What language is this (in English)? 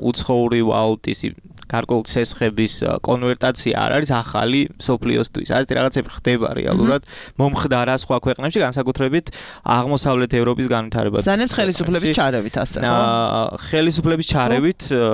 Georgian